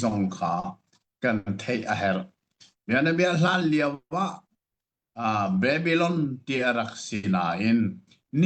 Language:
Hakha Chin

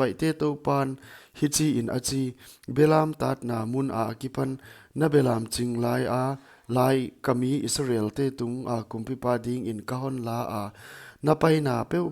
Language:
Paite Chin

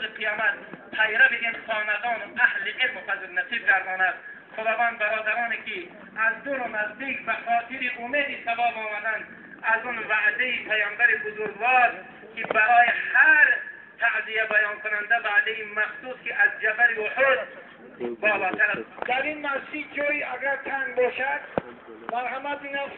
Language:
Tajik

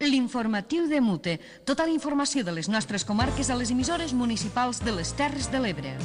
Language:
Catalan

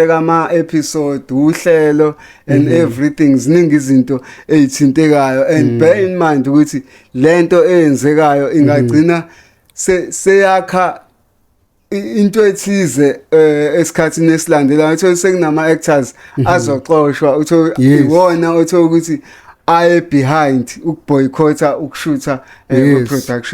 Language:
Zulu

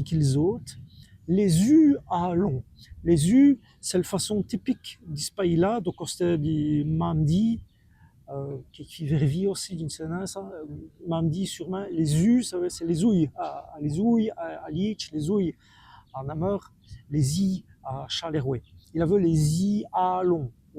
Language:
Walloon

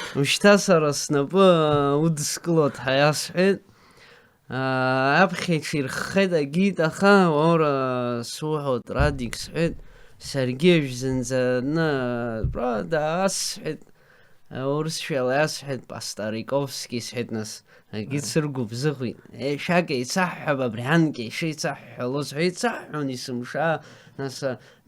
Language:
Abkhazian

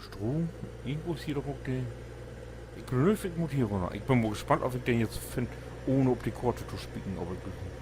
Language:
Low German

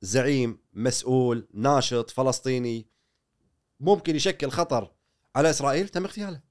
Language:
Gulf Arabic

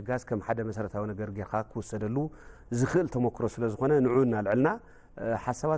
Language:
Tigrinya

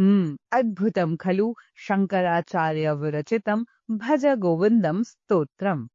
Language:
Sanskrit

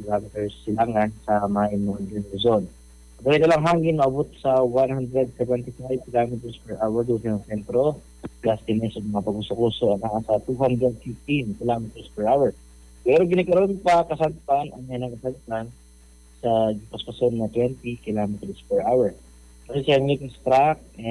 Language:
Cebuano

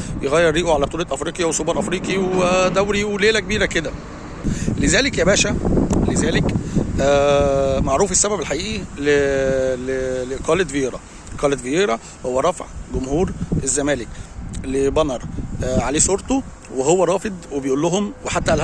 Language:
Egyptian Arabic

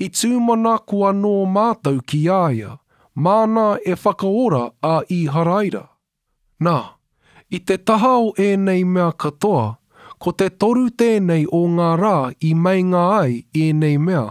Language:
Māori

